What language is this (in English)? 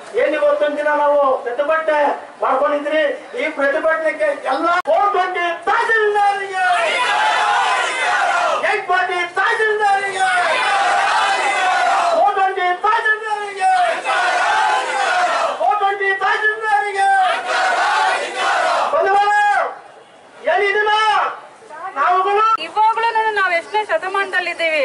Kannada